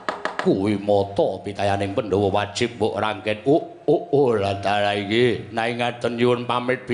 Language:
Javanese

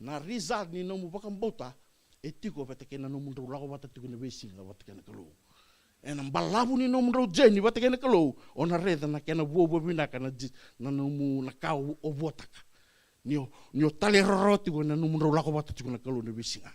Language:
Fijian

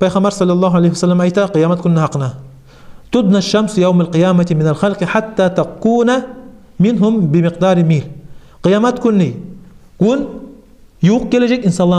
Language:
Kumyk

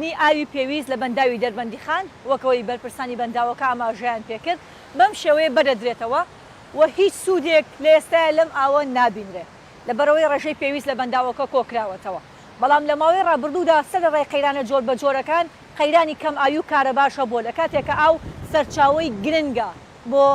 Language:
Central Kurdish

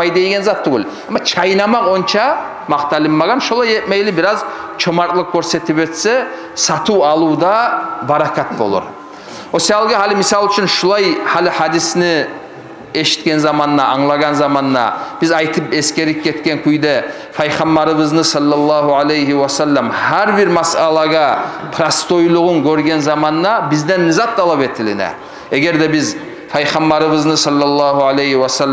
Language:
Kumyk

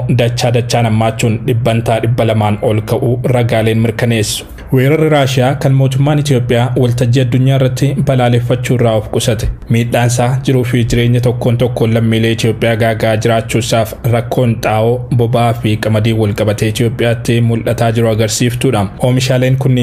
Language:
Oromo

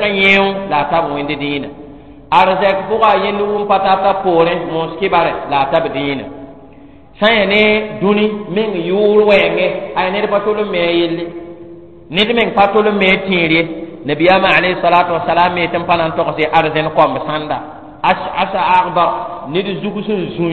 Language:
Mossi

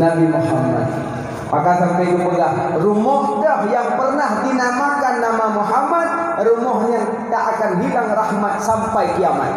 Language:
Achinese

